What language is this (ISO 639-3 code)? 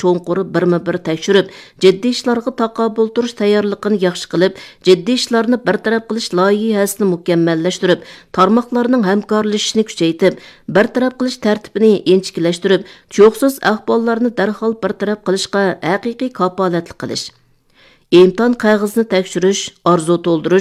uig